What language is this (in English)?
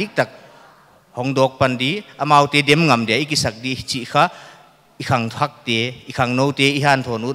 Paite Chin